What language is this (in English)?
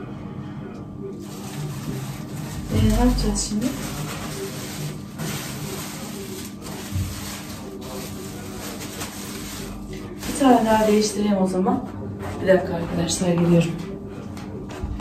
Turkish